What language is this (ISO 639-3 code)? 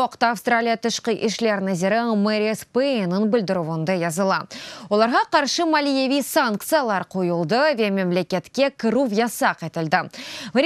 crh